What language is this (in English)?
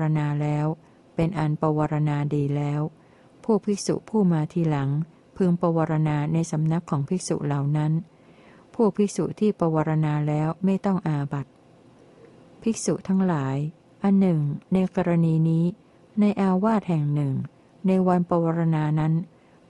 Thai